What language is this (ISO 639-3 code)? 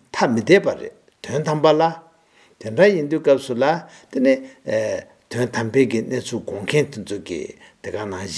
bod